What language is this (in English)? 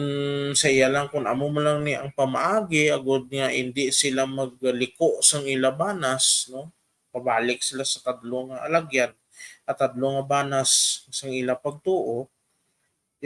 Hiligaynon